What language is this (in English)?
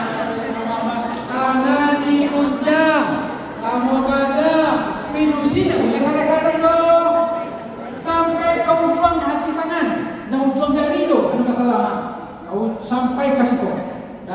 Minangkabau